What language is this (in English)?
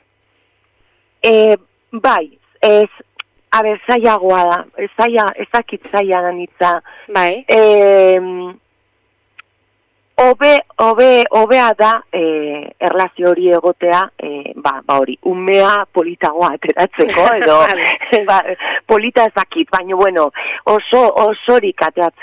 Basque